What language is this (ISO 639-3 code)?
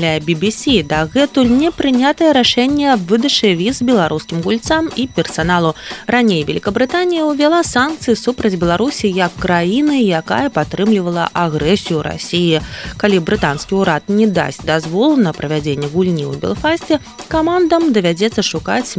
bel